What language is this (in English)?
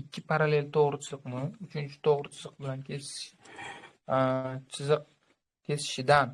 Uzbek